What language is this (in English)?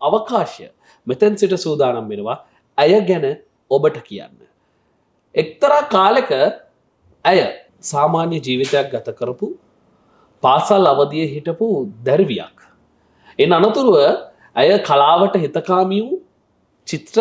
Sinhala